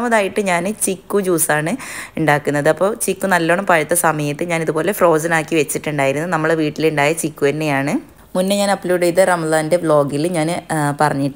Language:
Malayalam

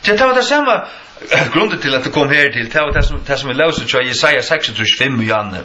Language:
Faroese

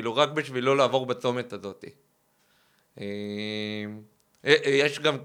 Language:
Hebrew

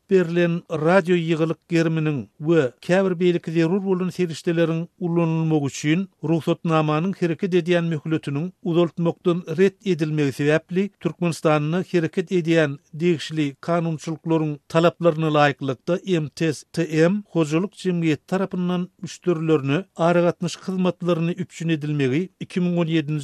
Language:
Turkmen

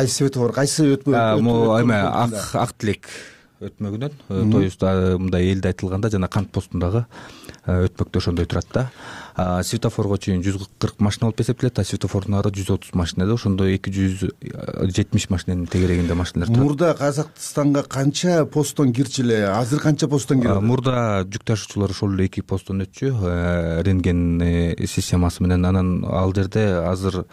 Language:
Kyrgyz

